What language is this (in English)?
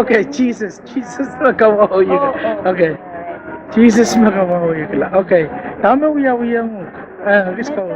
Pohnpeian